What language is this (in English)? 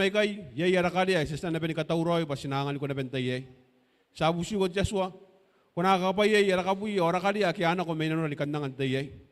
Gilbertese